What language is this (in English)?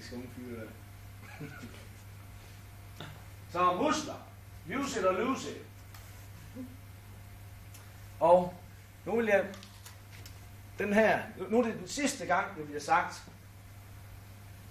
Danish